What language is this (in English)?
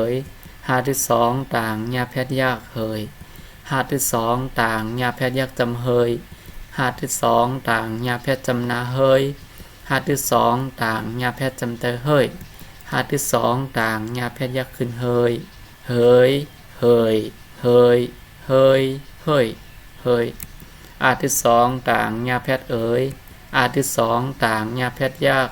Shan